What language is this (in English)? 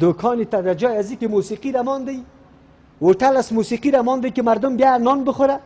Persian